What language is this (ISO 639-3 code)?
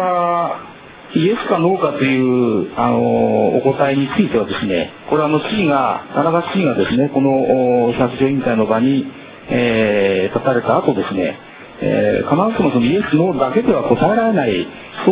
jpn